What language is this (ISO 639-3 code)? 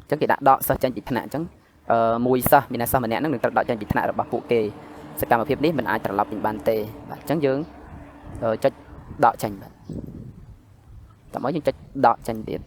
khm